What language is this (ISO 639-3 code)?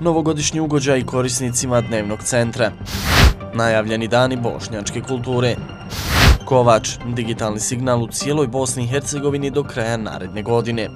bos